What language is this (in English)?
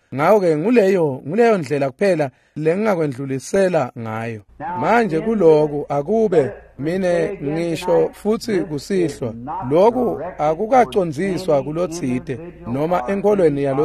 Swati